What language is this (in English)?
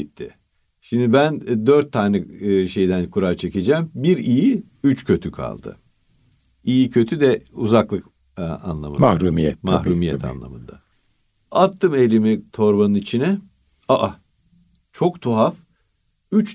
Turkish